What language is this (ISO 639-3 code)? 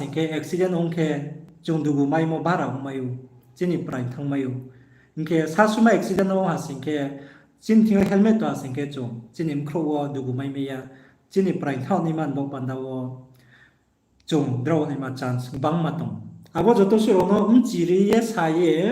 ria